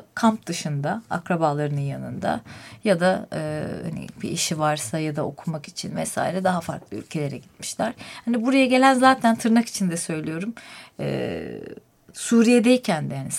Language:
Turkish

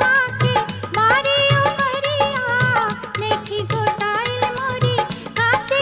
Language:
Bhojpuri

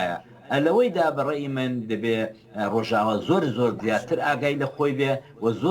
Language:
Central Kurdish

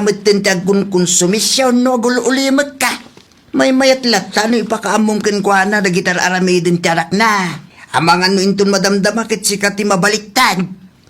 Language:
Iloko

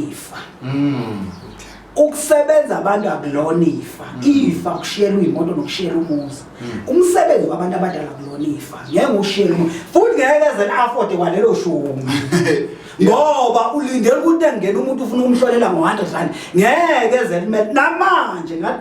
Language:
Zulu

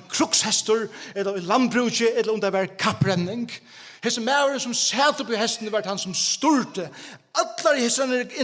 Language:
Faroese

